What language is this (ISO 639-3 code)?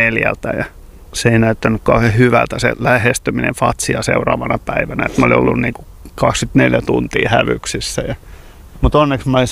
fin